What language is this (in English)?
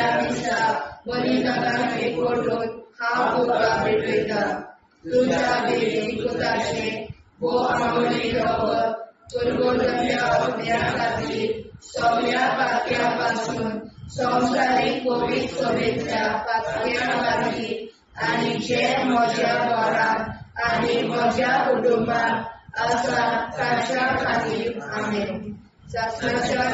Konkani